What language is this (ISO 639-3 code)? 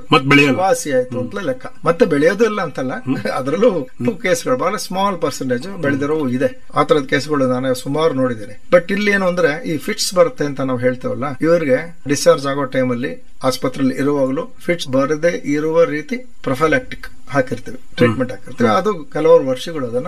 kan